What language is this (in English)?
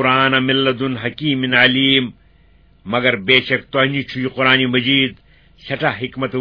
Kashmiri